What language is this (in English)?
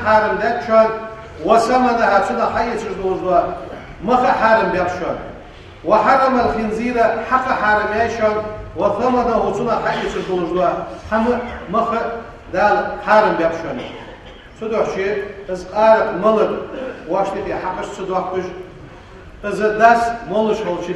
Ingush